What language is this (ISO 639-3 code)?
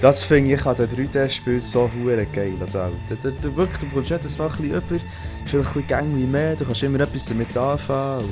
gsw